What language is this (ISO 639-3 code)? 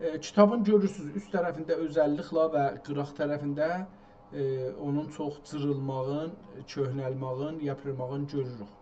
azb